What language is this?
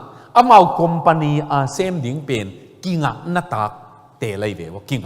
Tedim Chin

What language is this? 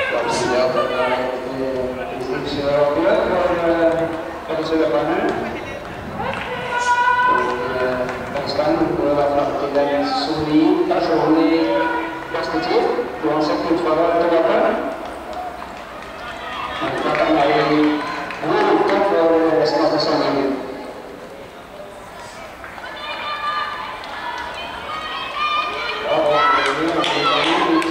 Norwegian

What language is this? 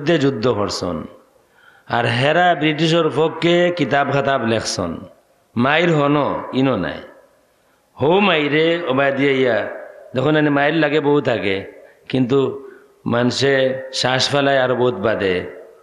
Sylheti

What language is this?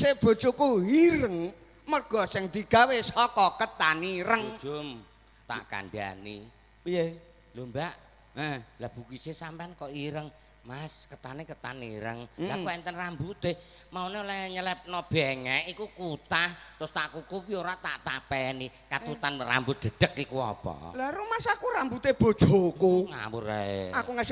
Javanese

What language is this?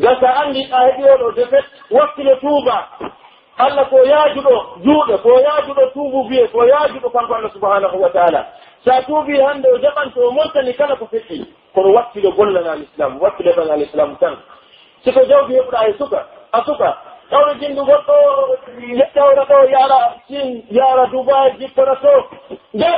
Pular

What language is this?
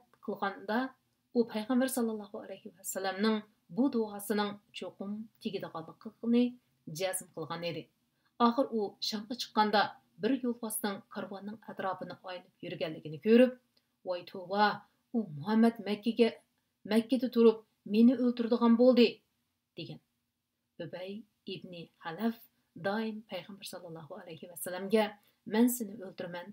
Uyghur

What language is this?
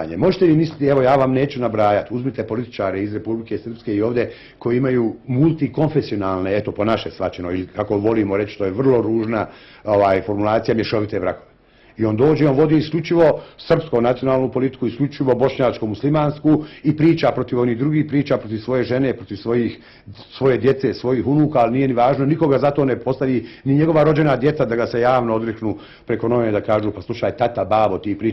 Bosnian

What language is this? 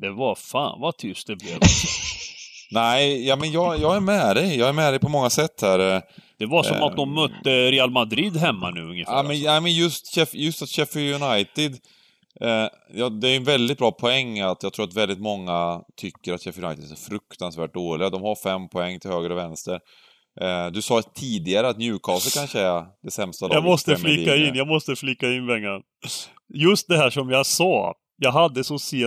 Swedish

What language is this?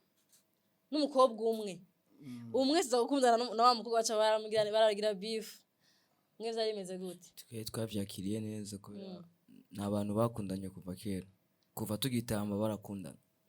Rundi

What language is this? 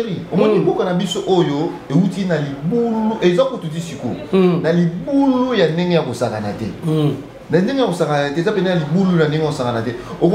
Lingala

